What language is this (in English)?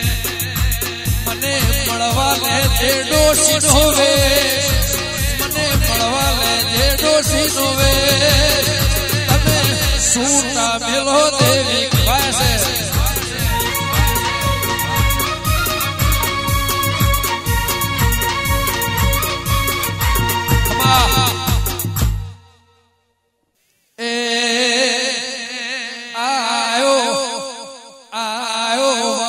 Gujarati